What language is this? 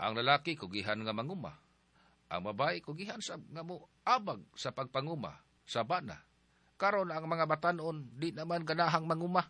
Cebuano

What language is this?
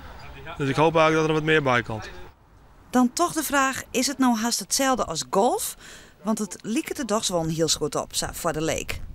Western Frisian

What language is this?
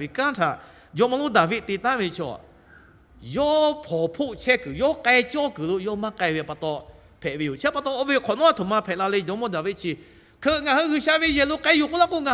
Lahu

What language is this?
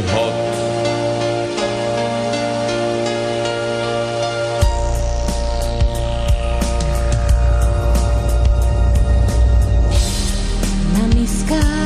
Slovak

